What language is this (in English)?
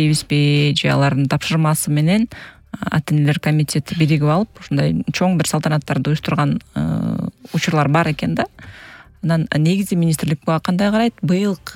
Kyrgyz